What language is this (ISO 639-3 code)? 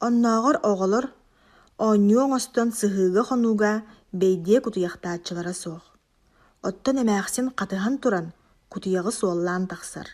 sah